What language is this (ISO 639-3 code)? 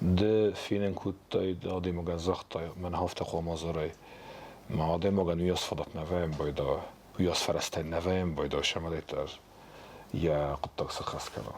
oss